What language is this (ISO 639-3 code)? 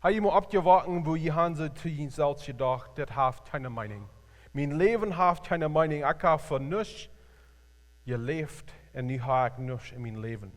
pdt